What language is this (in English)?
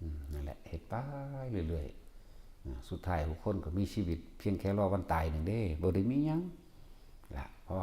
Northeastern Thai